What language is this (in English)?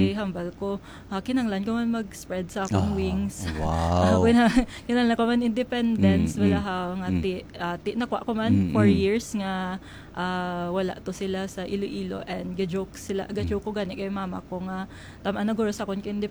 Hiligaynon